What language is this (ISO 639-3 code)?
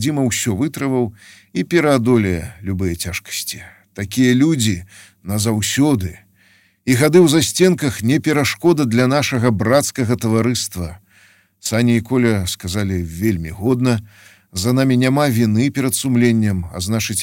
bel